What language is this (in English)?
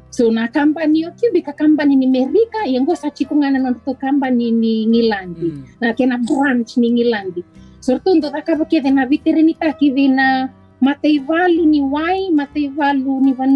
Fijian